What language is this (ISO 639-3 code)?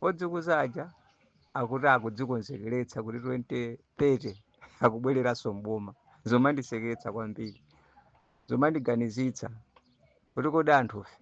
nya